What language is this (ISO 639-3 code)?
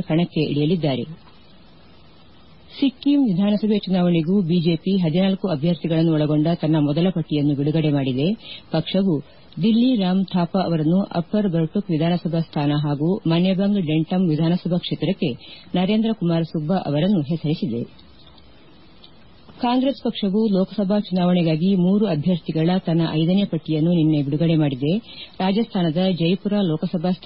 kan